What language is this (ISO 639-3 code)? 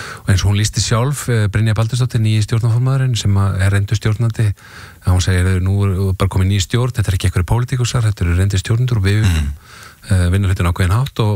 isl